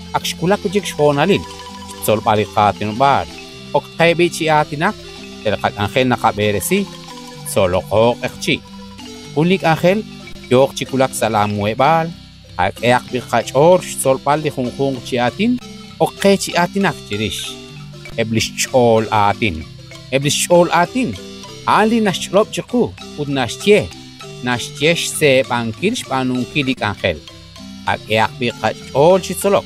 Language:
Kekchí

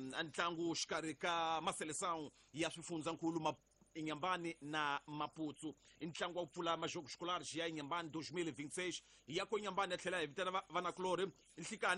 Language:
Tsonga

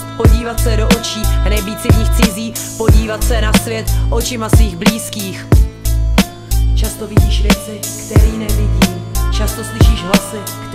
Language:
Czech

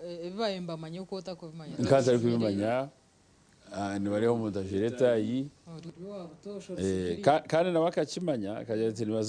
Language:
Nyankole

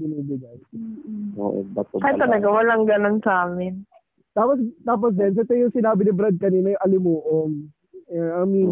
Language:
Filipino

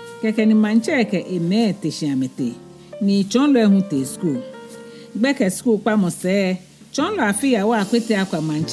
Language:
Ga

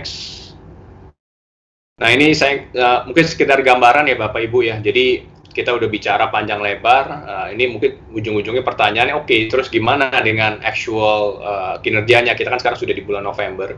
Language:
Indonesian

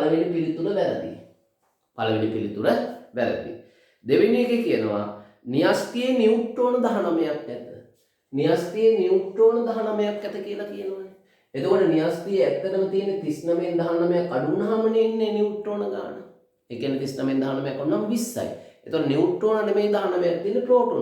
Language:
Sinhala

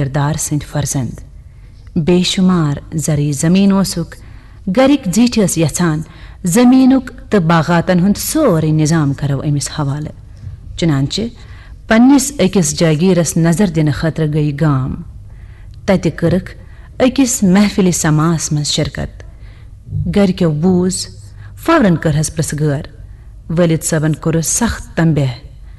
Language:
Kashmiri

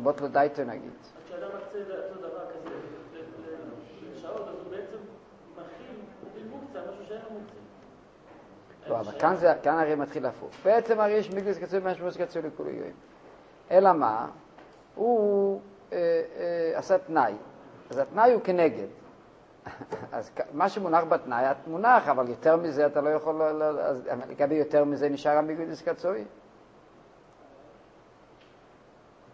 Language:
Hebrew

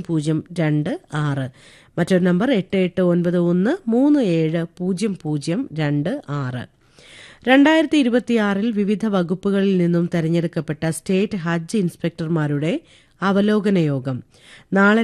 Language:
Malayalam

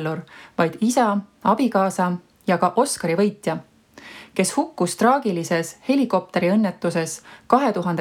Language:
Estonian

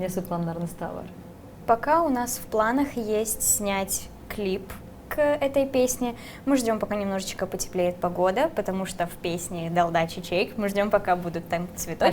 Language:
Gagauz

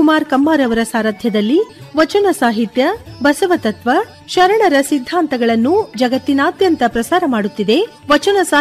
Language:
Kannada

